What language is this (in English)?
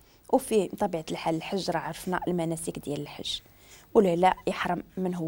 Moroccan Arabic